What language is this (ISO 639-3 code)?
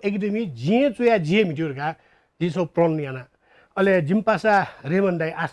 new